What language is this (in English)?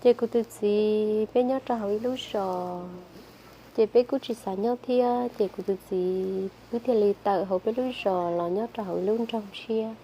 Hmong